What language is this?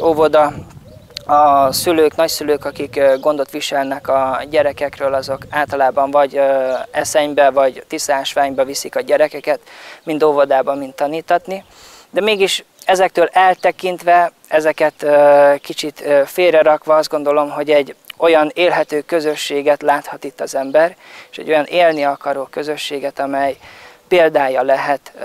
Hungarian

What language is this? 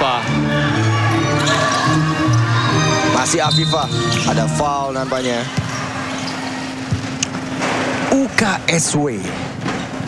Indonesian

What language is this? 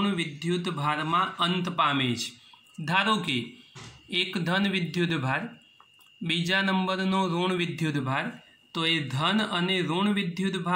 Gujarati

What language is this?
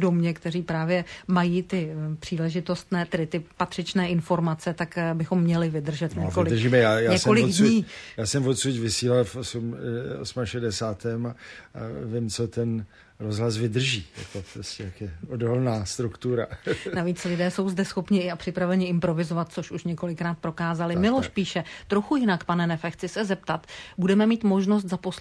Czech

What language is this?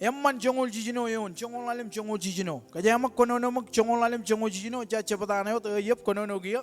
Marshallese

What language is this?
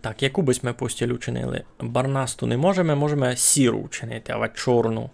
Rusyn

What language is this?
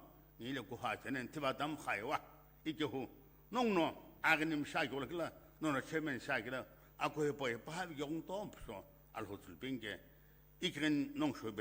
Sumi Naga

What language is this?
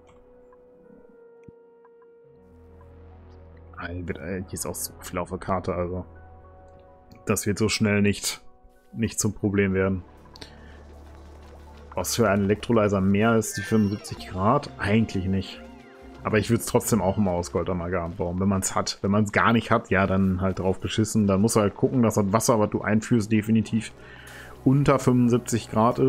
German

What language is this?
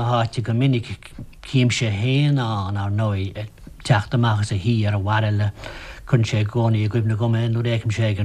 Irish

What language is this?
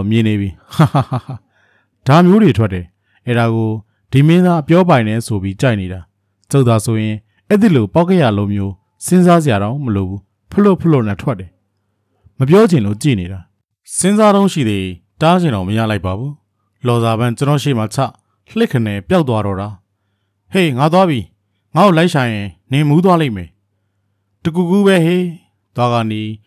Burmese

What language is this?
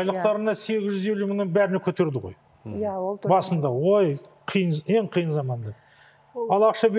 Kazakh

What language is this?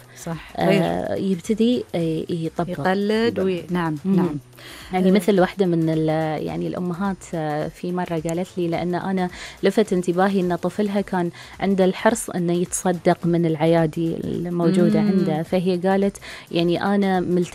Gulf Arabic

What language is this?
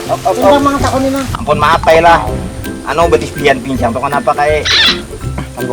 Banjar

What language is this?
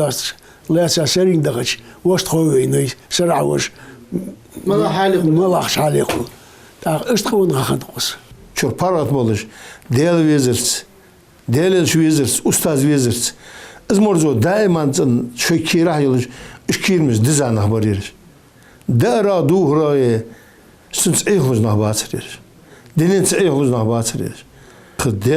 Ingush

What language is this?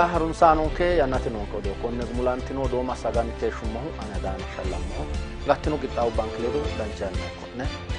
Sidamo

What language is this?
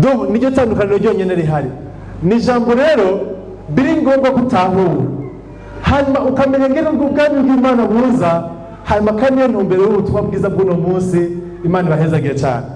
Rundi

